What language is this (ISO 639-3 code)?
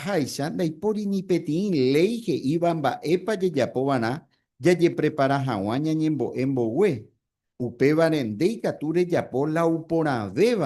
grn